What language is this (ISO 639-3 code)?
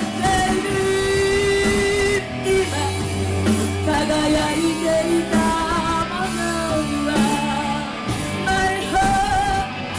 jpn